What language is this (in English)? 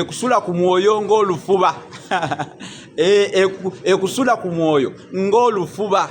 Ganda